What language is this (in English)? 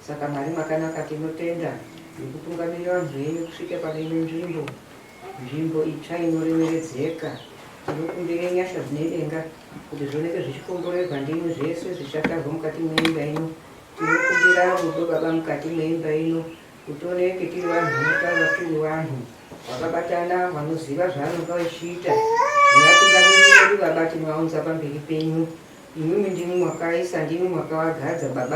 Shona